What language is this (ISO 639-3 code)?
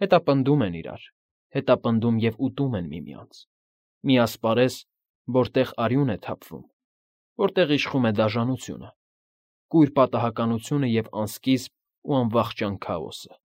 hye